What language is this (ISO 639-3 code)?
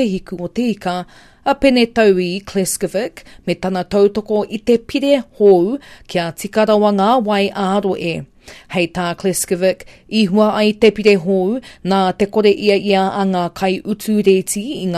mri